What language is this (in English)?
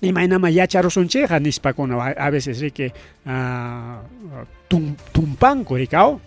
Ayacucho Quechua